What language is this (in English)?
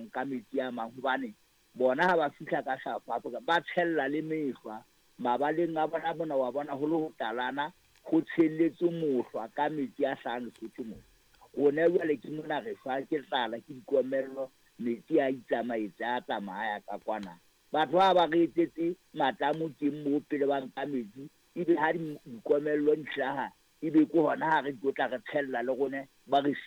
Southern Sotho